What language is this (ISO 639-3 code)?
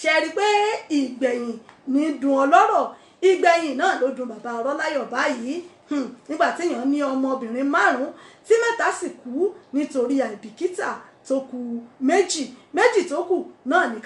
yor